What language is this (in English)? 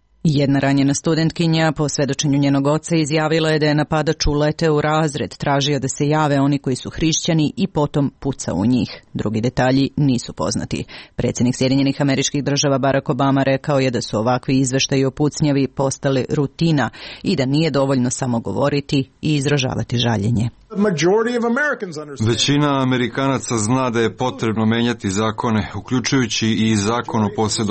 Serbian